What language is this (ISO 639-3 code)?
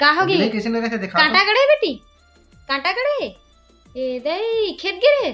hne